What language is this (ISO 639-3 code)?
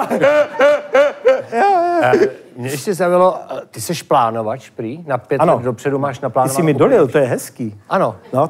ces